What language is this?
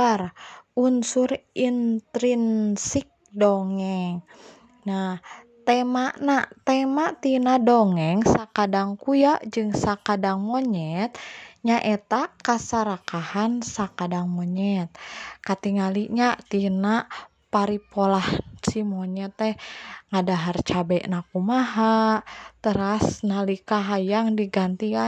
Sundanese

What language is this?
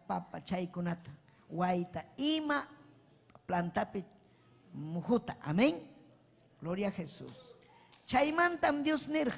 Ayacucho Quechua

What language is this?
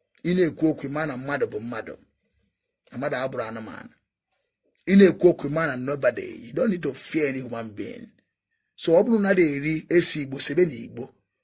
Igbo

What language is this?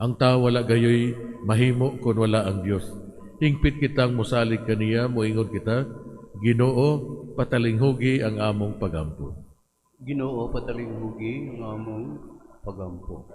Cebuano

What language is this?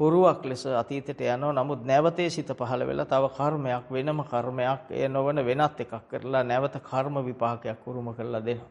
Sinhala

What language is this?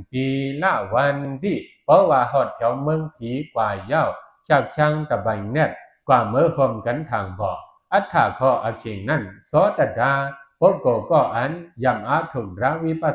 Shan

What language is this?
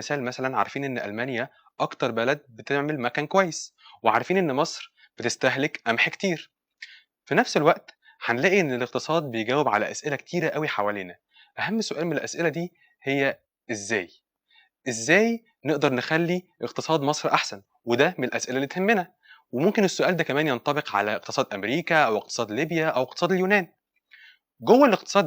Egyptian Arabic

